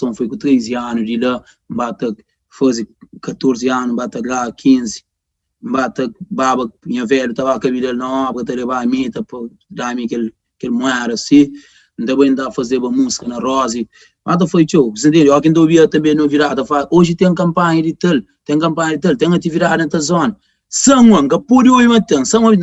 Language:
Kabuverdianu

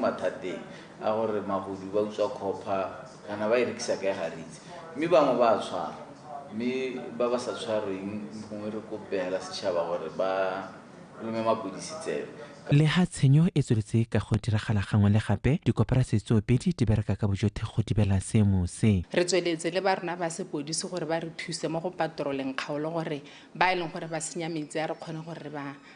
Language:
Tswana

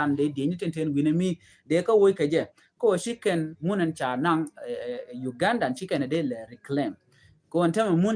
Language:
Nuer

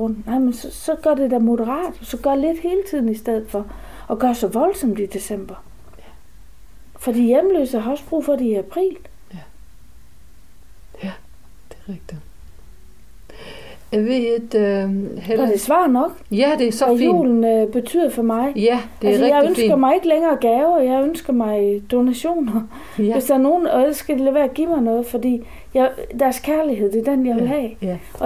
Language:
Danish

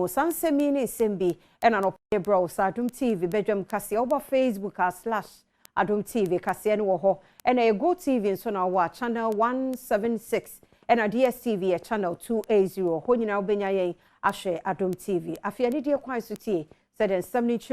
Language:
Akan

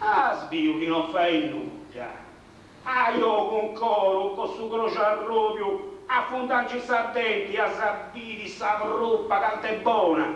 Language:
Sardinian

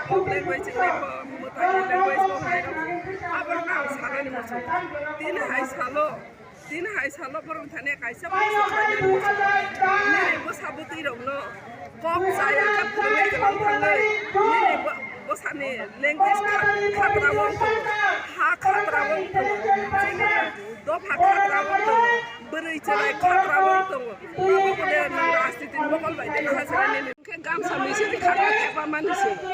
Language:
Kok Borok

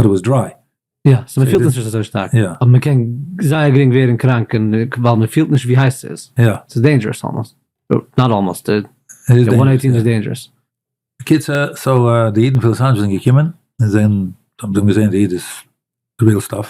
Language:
Yiddish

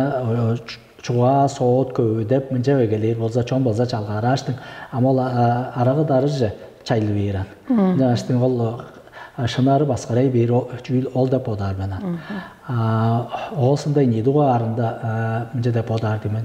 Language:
Tuvinian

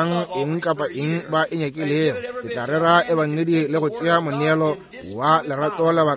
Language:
Northern Sotho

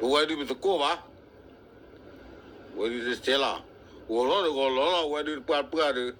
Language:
S'gaw Karen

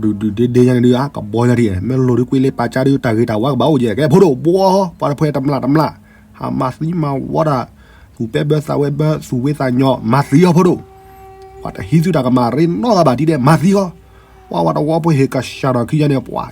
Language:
S'gaw Karen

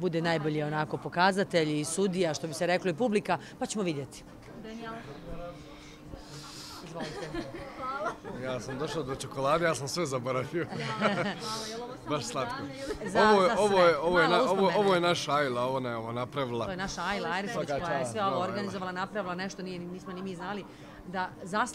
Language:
Bosnian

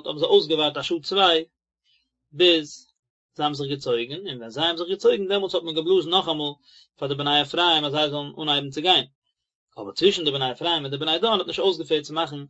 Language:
Yiddish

